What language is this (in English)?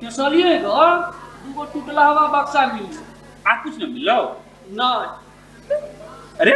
Maithili